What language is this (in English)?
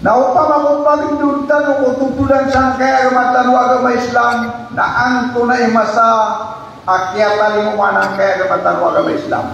Maranao